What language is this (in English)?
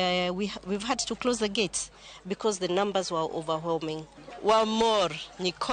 Luo (Kenya and Tanzania)